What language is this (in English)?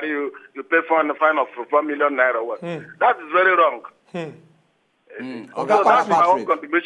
Nigerian Pidgin